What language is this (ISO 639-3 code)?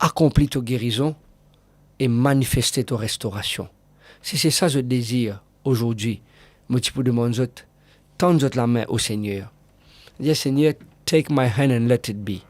mfe